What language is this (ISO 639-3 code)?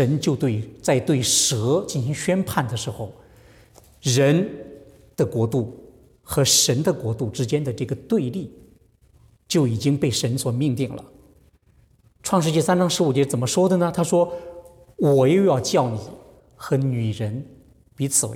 zho